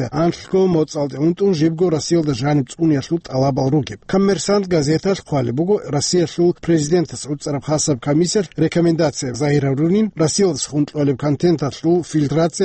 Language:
Avaric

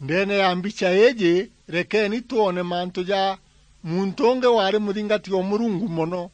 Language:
Meru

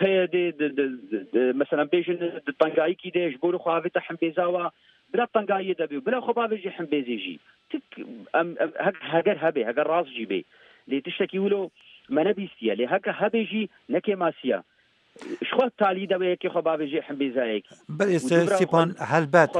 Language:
Kurdish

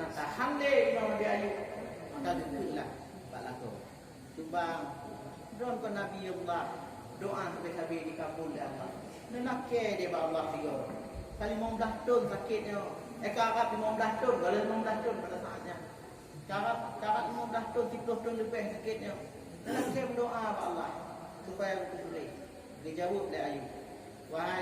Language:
Achinese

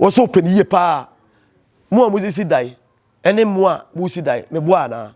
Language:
Akan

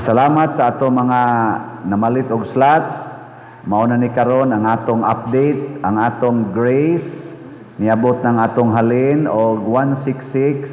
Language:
Cebuano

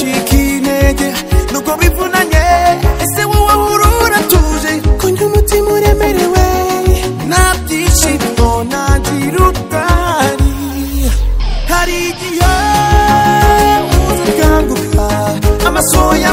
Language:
Kinyarwanda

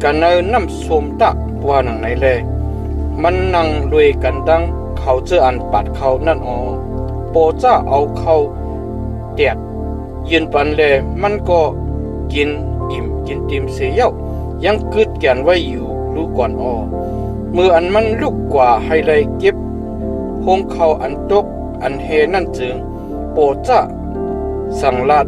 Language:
Shan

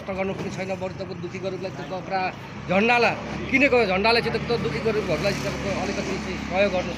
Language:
Nepali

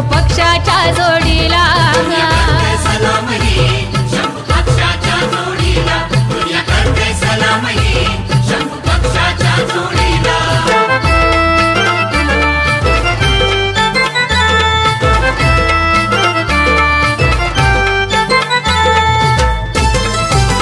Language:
Marathi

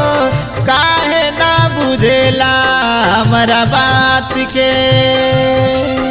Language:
Bhojpuri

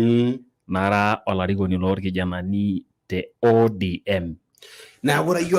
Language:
Masai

